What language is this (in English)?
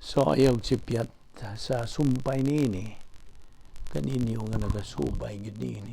Cebuano